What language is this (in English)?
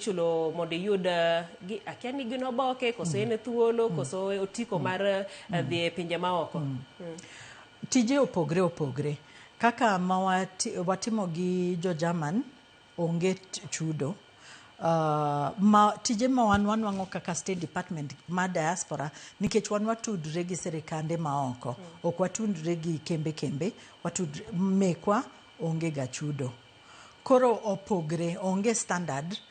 Luo (Kenya and Tanzania)